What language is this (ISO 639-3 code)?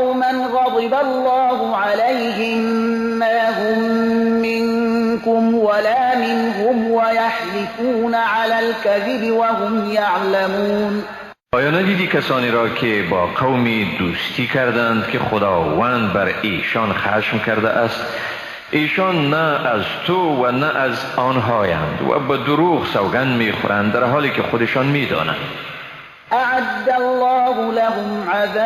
fas